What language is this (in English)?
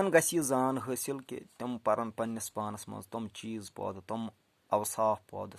Kashmiri